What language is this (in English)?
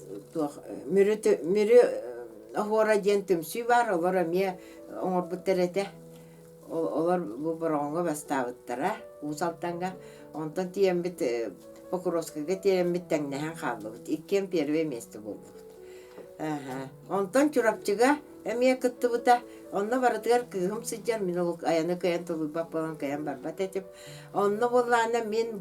Yakut